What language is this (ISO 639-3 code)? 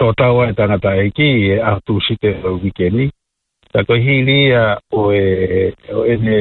ton